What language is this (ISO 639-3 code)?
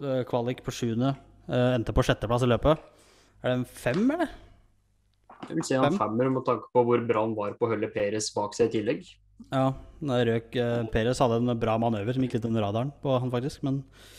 nor